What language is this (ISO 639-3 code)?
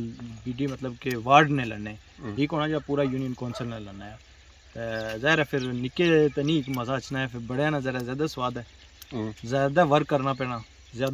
phr